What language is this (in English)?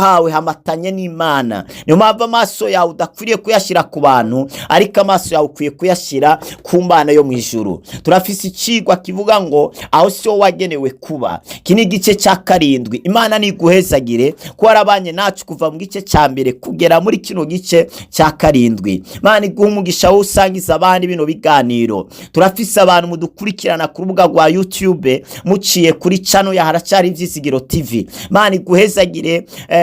Rundi